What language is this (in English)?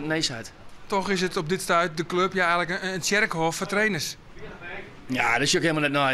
Western Frisian